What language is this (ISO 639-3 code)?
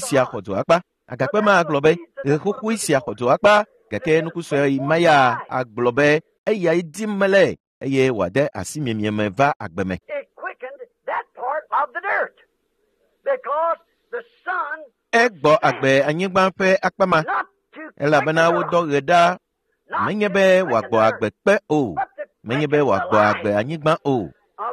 ewe